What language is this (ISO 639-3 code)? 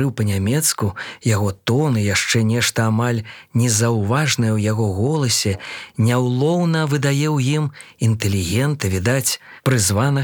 bel